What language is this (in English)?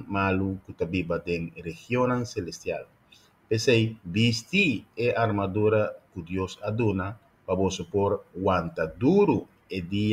Papiamento